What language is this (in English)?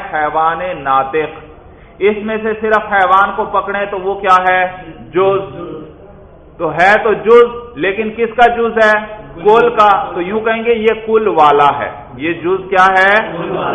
Urdu